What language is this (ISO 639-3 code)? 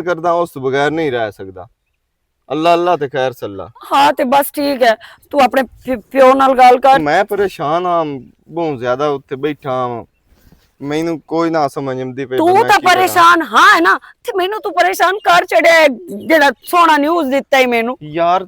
lah